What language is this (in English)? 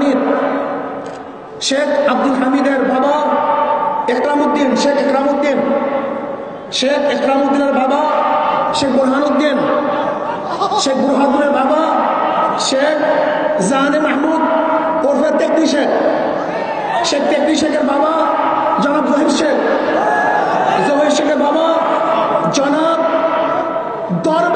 Bangla